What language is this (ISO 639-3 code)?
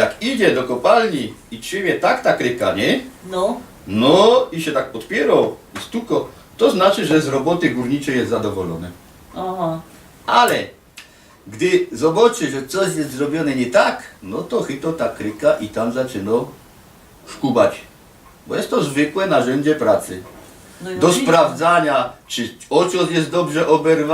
szl